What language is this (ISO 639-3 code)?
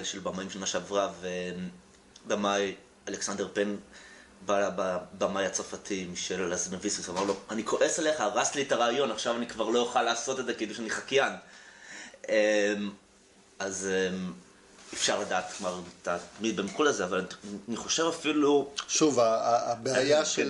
heb